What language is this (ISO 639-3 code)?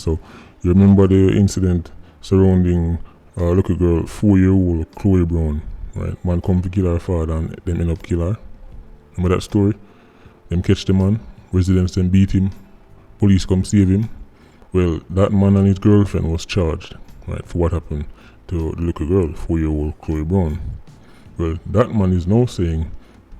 jam